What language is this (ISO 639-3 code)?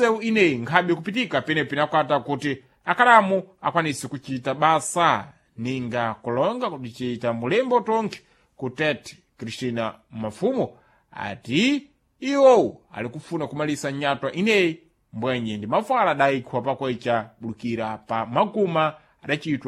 seh